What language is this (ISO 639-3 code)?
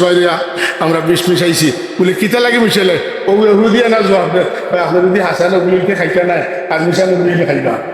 syl